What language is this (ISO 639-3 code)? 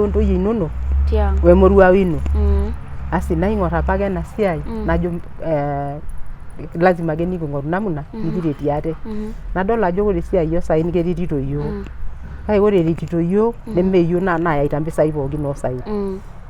mas